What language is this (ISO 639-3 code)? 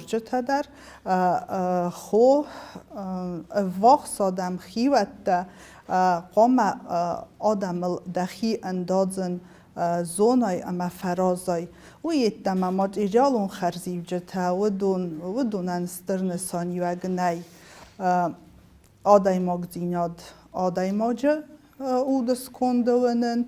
oss